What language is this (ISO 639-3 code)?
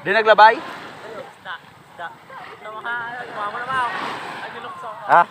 hil